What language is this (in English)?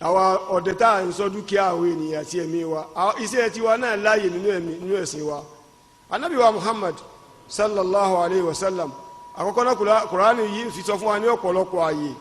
Yoruba